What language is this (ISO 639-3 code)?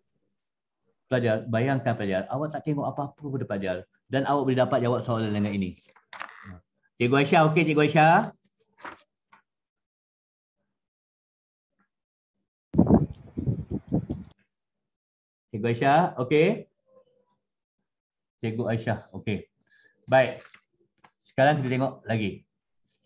msa